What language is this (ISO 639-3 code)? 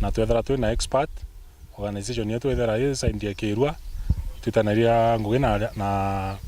mer